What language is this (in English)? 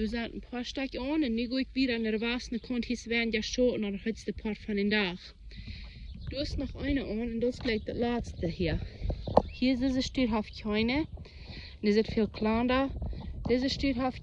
Plautdietsch